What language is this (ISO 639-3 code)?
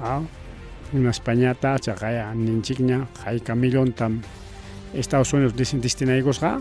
quy